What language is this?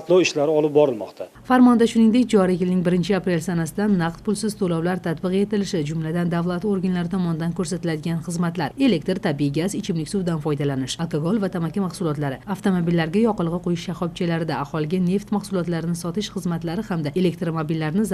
Uzbek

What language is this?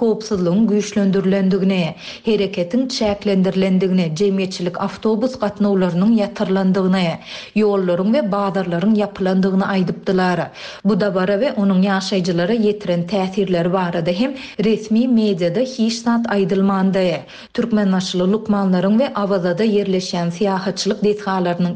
Turkmen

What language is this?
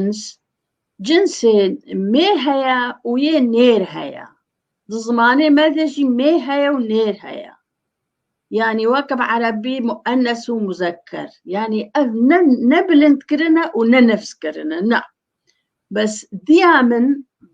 Kurdish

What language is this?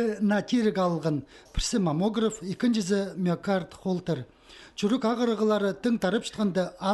Khakas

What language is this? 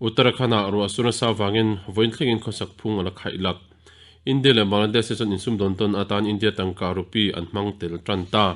Mizo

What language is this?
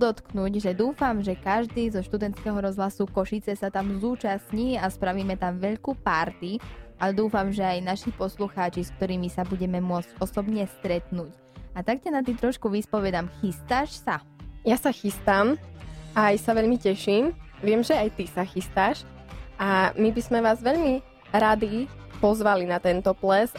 Slovak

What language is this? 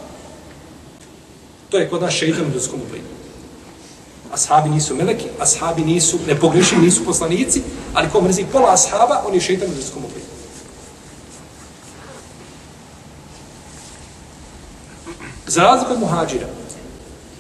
Bosnian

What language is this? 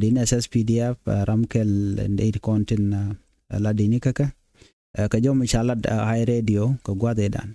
Nuer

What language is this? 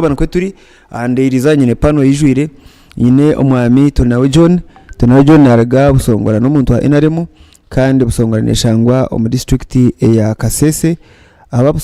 Nyankole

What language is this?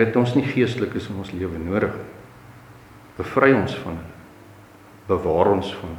Afrikaans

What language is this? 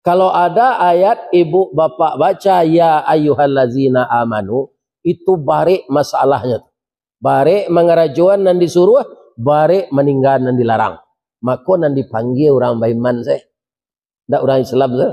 Minangkabau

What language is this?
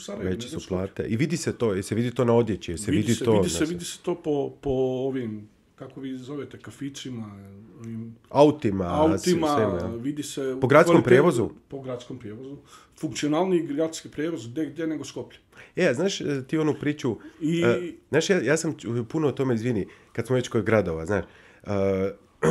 Bosnian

